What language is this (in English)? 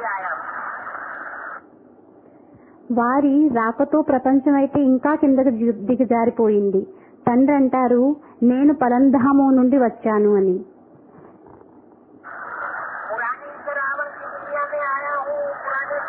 Telugu